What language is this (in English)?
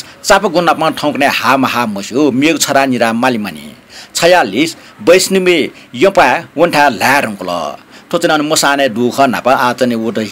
Newari